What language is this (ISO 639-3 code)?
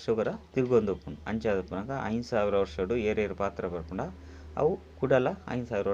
tcy